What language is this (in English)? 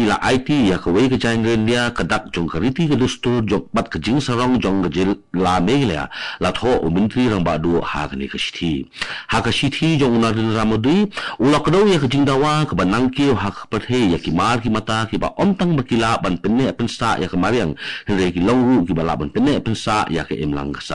Khasi